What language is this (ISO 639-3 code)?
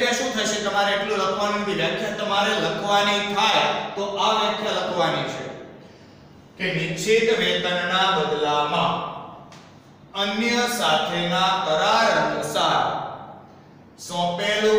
guj